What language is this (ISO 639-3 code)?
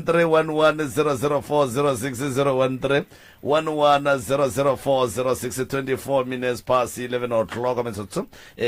nso